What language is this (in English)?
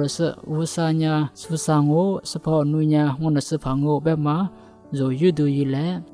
Lisu